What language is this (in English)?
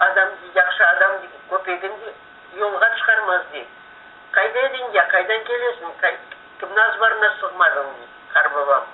Crimean Tatar